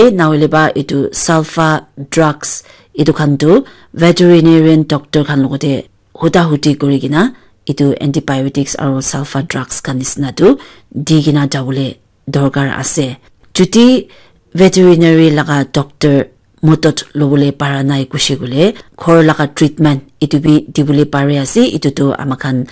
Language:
Naga Pidgin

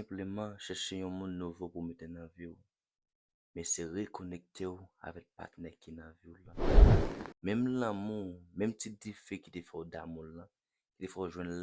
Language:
Haitian Creole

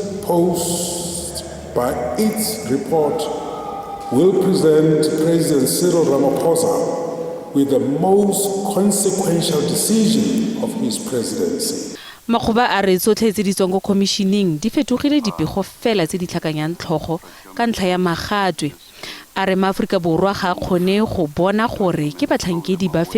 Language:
Tswana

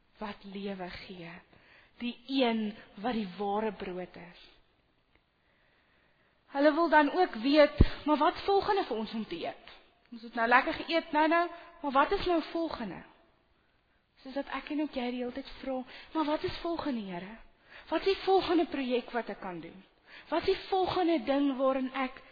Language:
Afrikaans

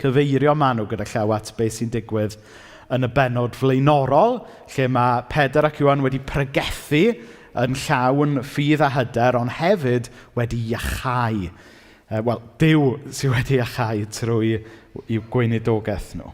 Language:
Welsh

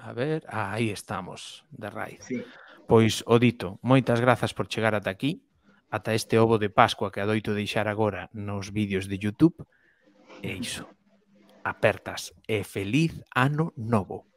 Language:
Galician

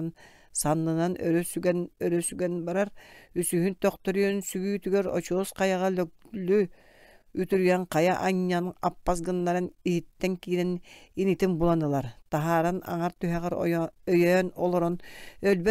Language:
Yakut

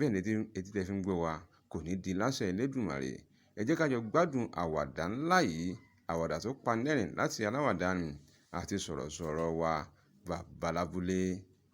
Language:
Yoruba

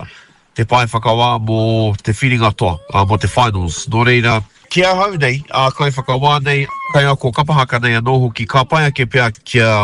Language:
Māori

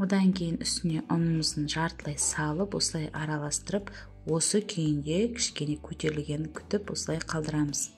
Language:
Kazakh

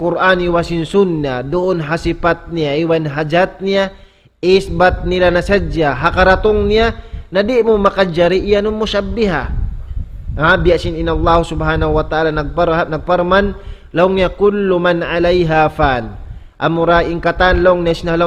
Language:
Tausug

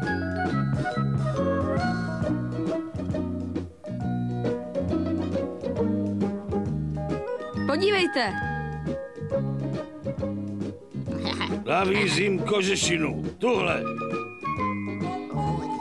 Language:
Czech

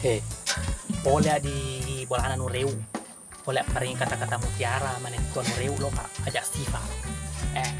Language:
Buginese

